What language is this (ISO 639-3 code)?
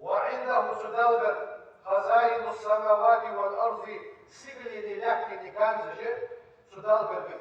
inh